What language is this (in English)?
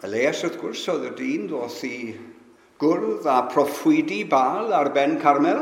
Welsh